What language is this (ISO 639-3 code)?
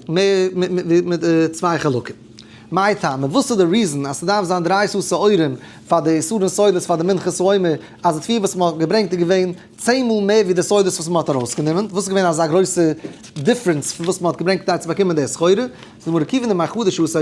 yid